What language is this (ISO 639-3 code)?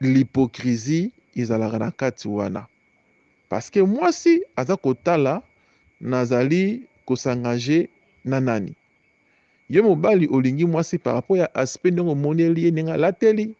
lin